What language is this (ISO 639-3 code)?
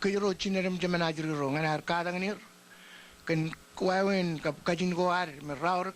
mah